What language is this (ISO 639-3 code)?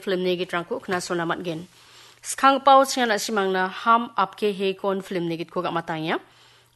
grt